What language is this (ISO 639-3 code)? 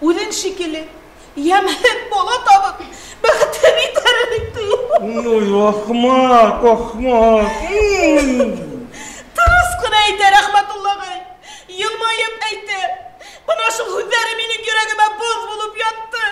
bak